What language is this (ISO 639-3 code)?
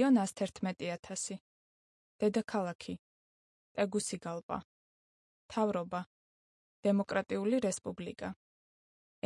kat